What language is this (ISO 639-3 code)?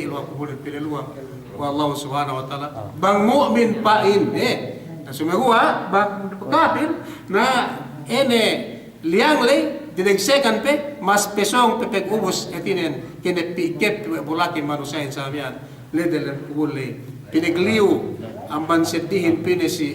yka